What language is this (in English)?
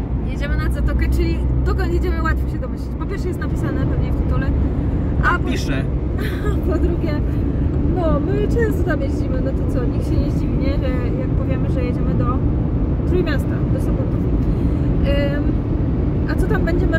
Polish